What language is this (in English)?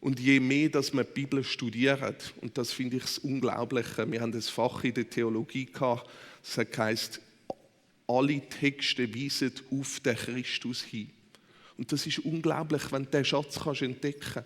Swiss German